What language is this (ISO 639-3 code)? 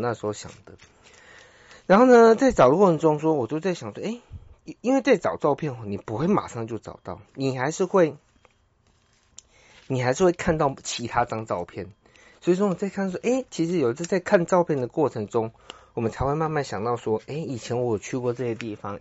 zho